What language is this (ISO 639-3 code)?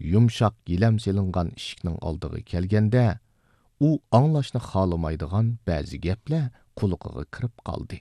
uig